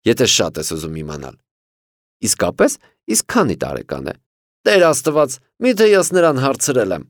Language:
Armenian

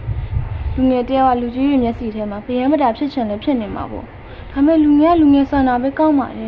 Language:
Burmese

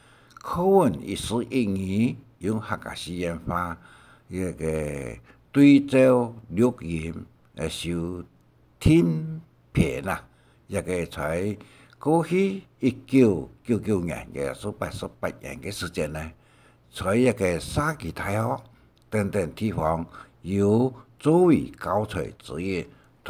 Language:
Hakka Chinese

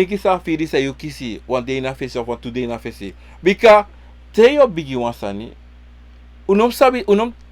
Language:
Sranan Tongo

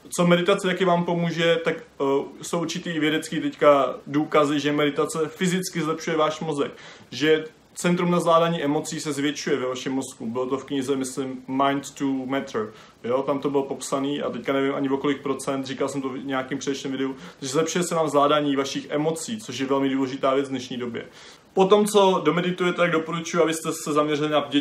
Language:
Czech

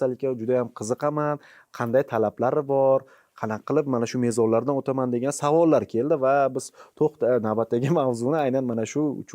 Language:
Uzbek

